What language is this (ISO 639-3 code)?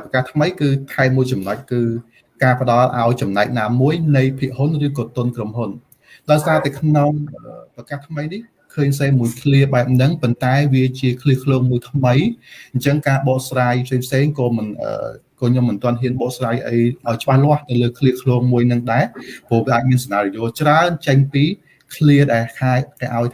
khm